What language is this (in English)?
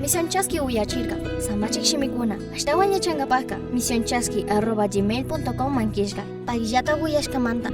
Chimborazo Highland Quichua